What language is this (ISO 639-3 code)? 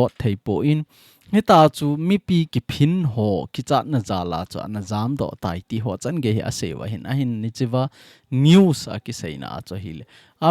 tcz